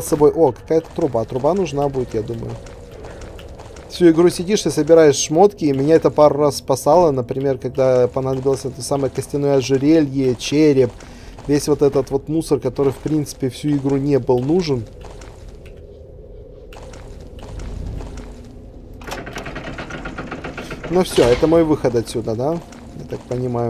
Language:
Russian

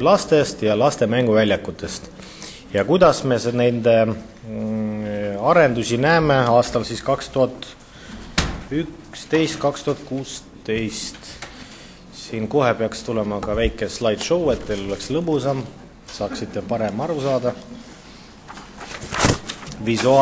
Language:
Estonian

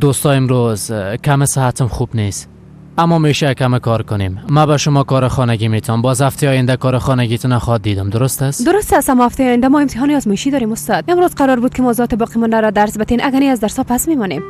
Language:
Persian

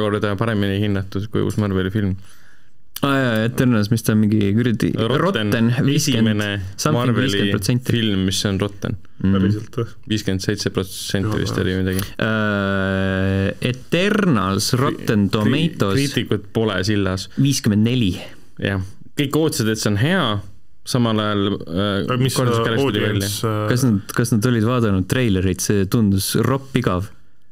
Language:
Estonian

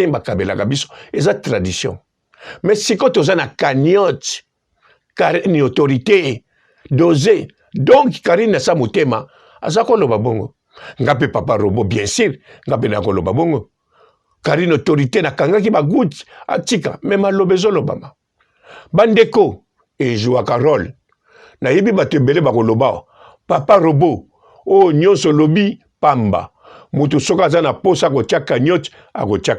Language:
Lingala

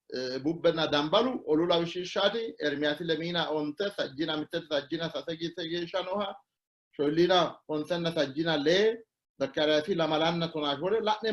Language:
Sidamo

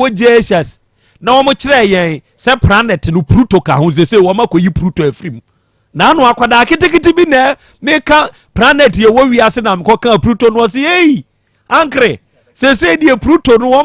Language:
Akan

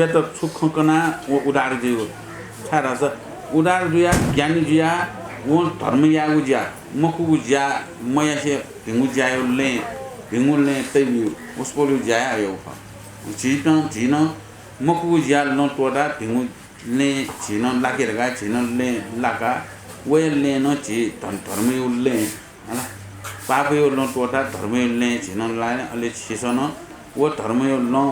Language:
Newari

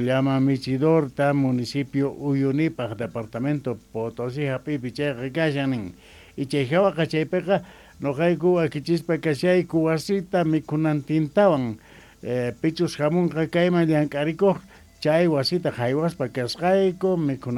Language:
South Bolivian Quechua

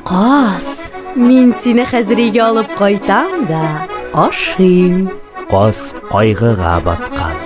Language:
Tatar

